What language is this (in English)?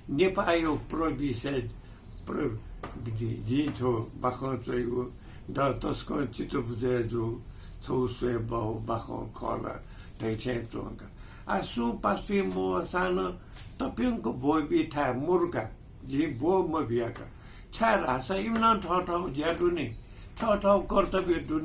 Newari